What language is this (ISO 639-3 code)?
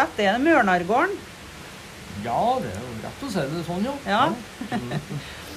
nor